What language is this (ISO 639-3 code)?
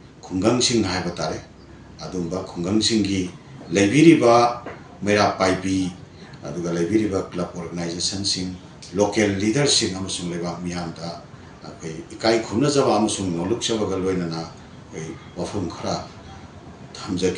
mni